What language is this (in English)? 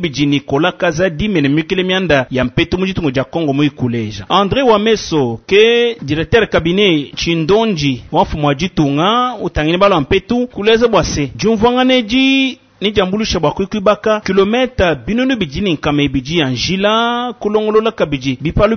Luba-Lulua